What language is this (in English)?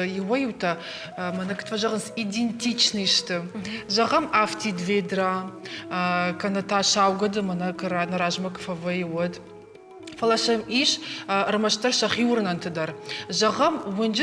Ossetic